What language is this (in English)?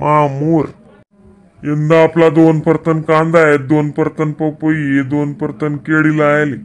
Khandesi